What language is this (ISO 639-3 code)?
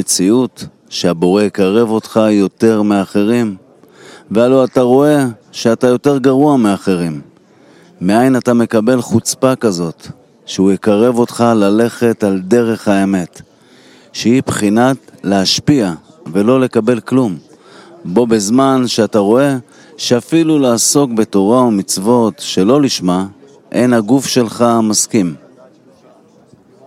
heb